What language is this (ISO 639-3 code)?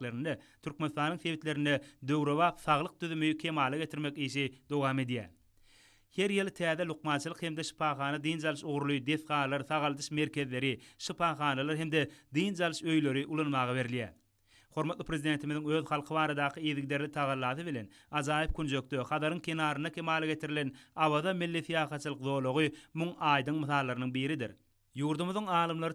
tuk